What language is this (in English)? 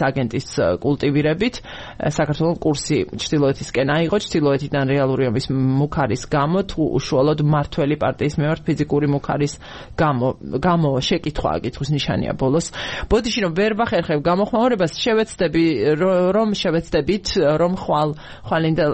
Georgian